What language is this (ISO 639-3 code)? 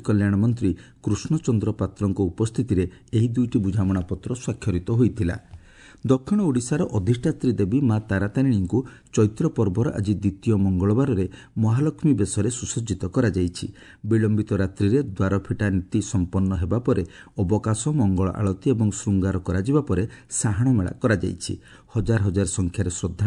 ori